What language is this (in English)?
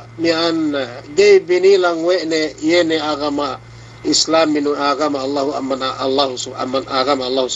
Yakan